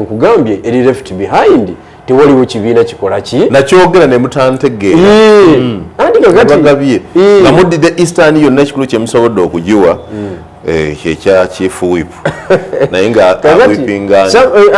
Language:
Ganda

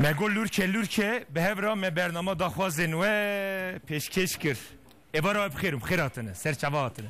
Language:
Kurdish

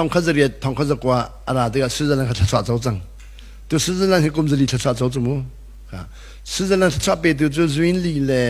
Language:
Hakha Chin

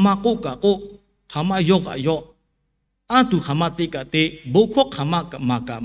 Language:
Lahu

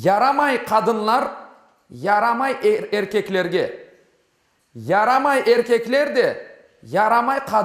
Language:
Crimean Tatar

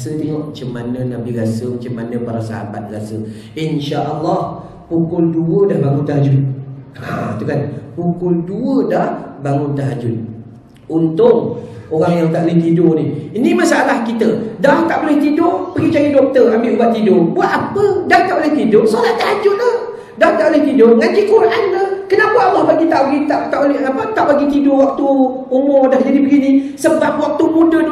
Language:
Malay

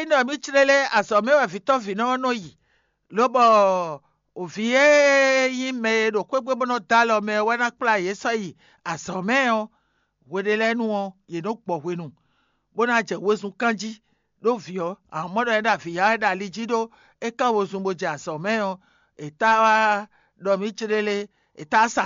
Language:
Fon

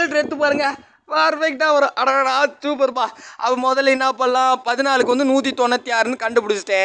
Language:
Tamil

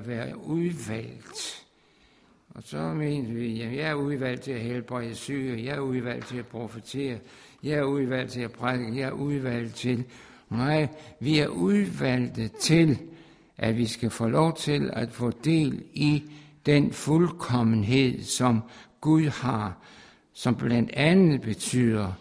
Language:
Danish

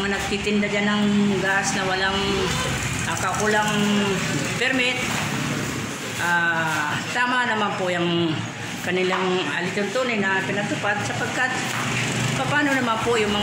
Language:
Filipino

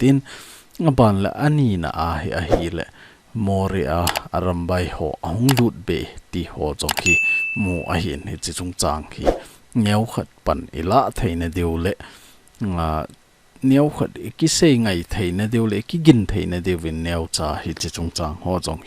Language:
Thado Chin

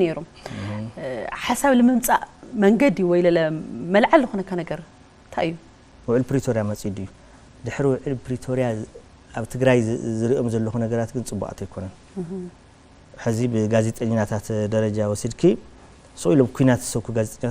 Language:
Tigrinya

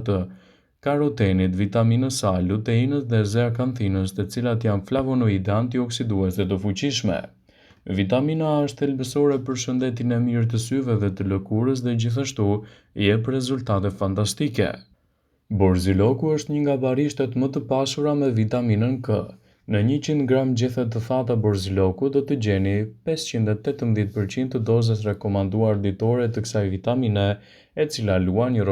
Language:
Albanian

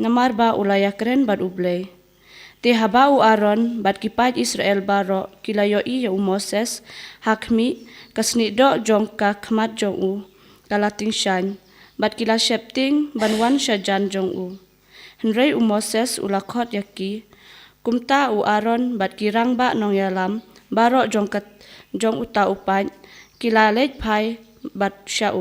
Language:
Khasi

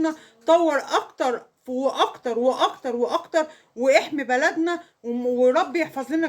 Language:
Egyptian Arabic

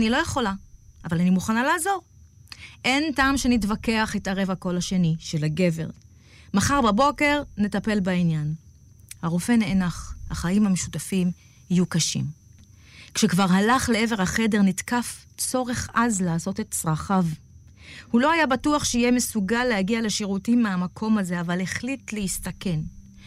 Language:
Hebrew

